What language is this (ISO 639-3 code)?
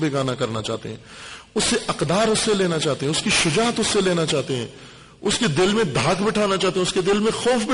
urd